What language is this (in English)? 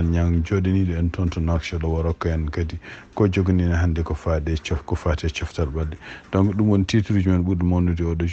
Fula